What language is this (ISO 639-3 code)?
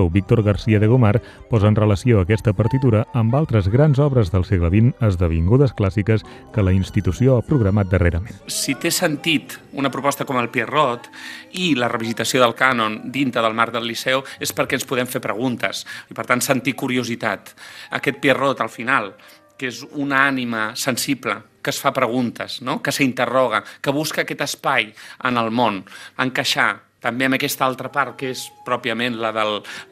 cat